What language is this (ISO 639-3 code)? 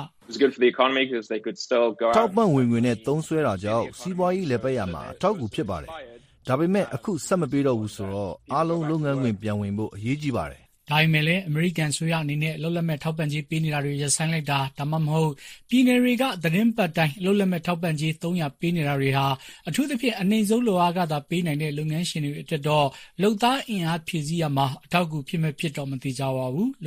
mya